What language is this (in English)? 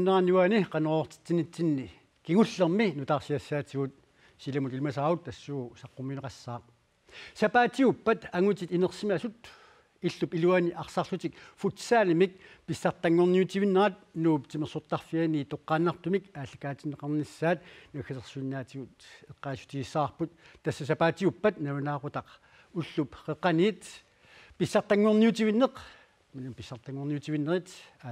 Kalaallisut